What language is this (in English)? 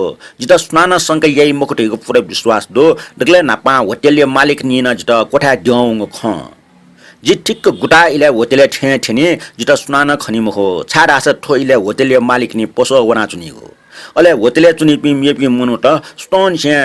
Newari